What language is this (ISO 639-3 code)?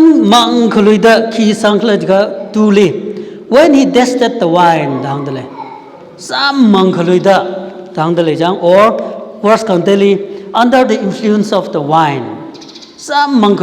nmf